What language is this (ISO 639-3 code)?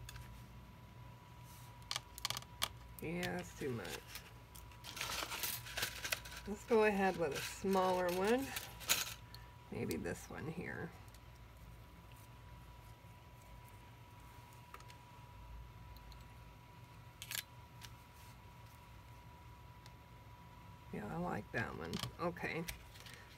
eng